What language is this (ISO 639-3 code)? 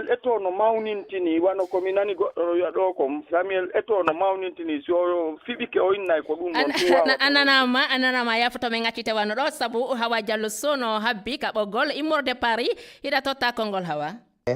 ful